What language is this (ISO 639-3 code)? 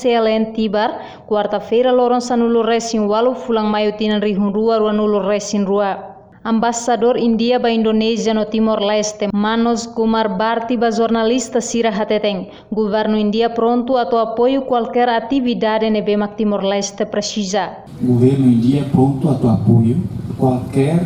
tet